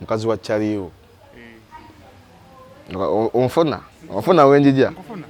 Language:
Ganda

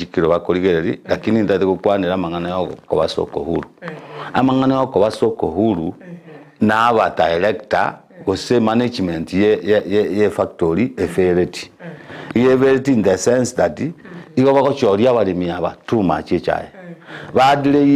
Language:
Gusii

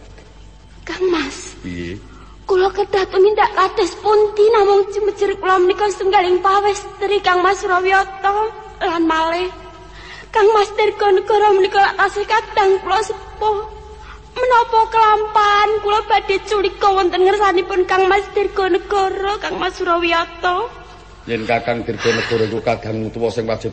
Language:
Javanese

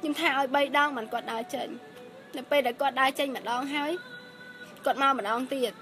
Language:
Khmer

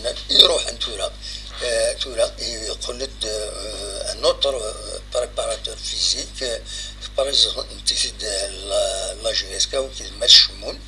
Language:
Kabyle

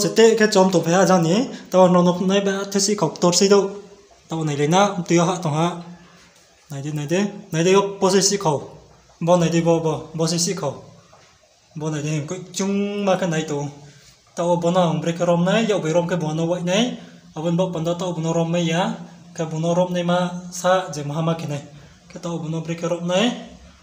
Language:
Riang (India)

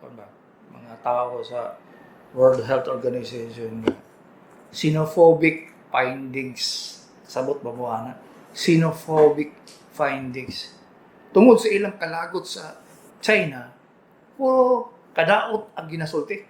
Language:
Cebuano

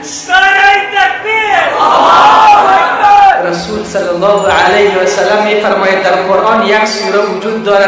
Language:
Persian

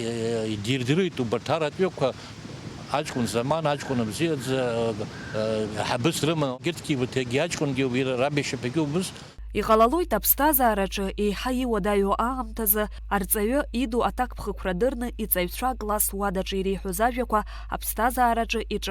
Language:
Abkhazian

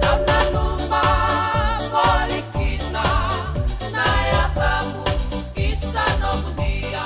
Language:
Fijian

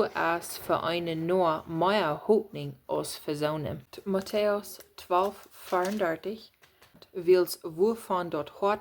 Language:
Plautdietsch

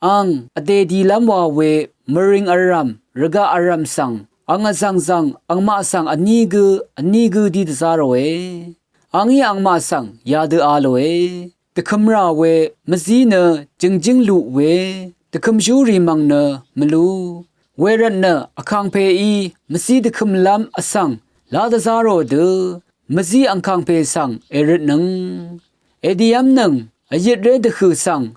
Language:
Rawang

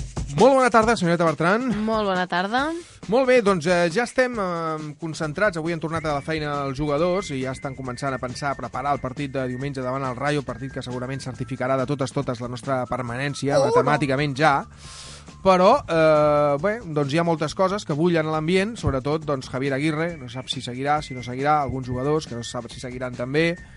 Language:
Catalan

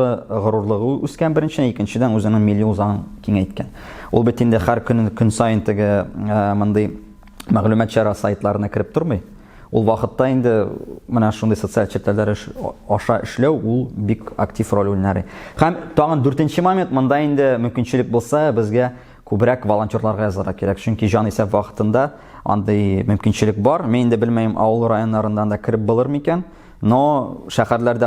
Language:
Tatar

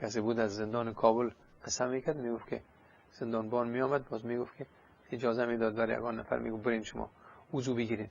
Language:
Persian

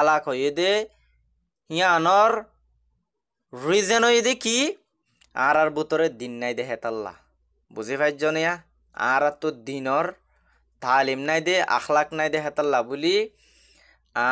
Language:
Bangla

